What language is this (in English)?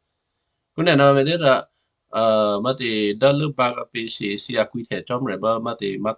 Western Kayah